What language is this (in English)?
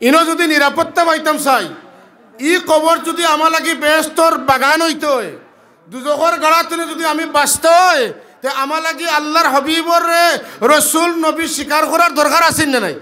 Sylheti